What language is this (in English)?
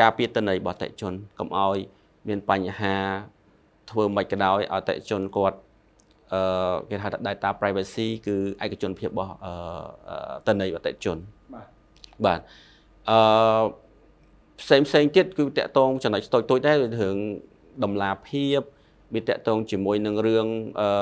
Khmer